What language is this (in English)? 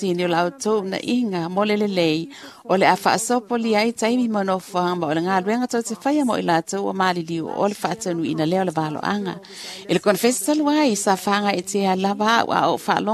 Samoan